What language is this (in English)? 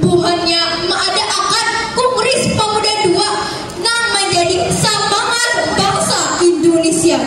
Banjar